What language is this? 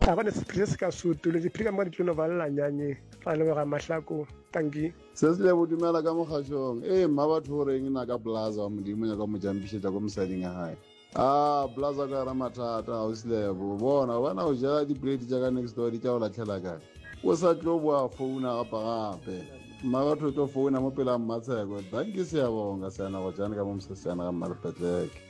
Northern Sotho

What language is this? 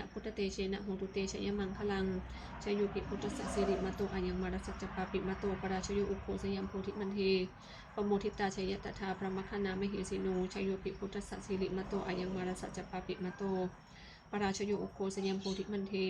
Pali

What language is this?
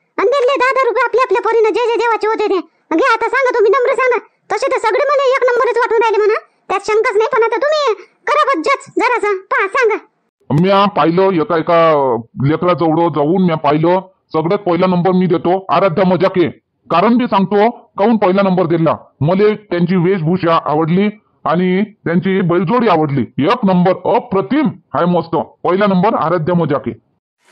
Marathi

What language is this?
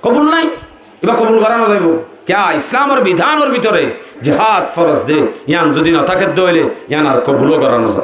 Rohingya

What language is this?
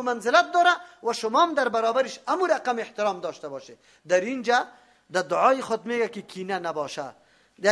Persian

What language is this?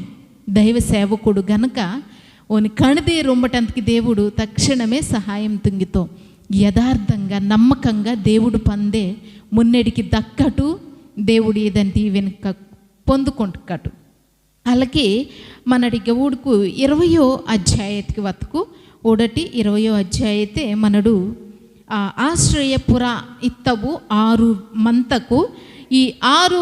Koya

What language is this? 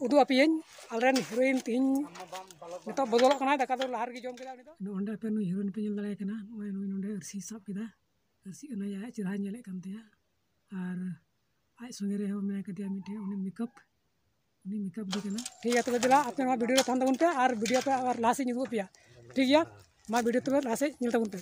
Santali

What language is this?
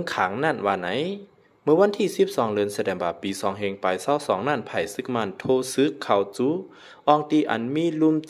Lao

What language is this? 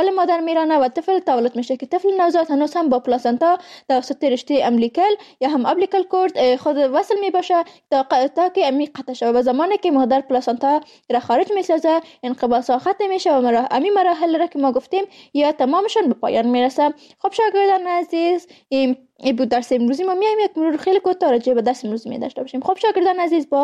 Persian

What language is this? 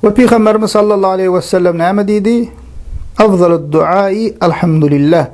Turkmen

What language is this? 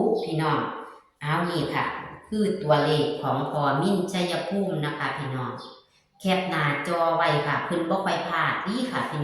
Northeastern Thai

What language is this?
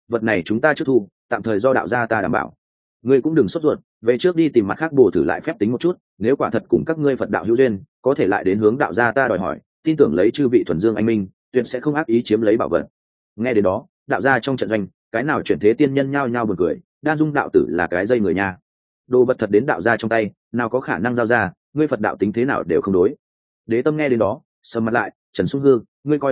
Vietnamese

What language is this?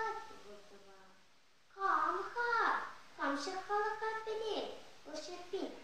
Chuvash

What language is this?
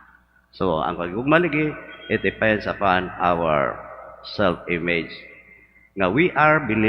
Cebuano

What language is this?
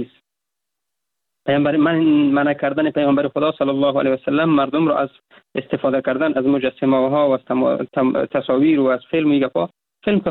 Persian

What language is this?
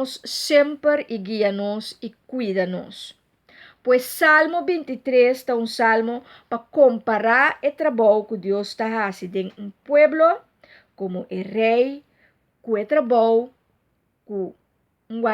Papiamento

